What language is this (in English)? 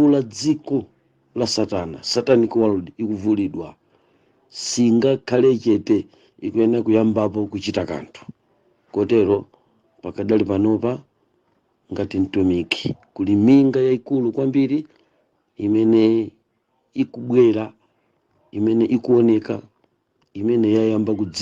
Nyanja